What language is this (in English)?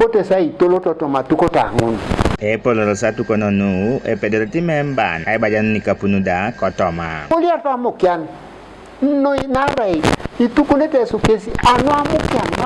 Teso